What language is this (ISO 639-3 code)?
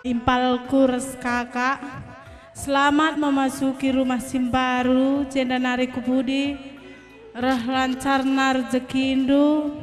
btx